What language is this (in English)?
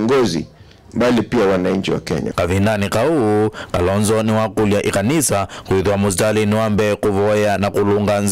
Kamba